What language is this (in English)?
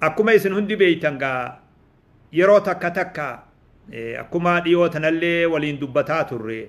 Oromo